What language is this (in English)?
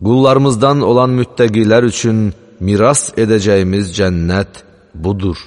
Azerbaijani